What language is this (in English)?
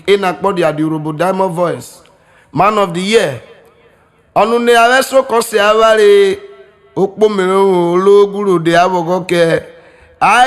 Urhobo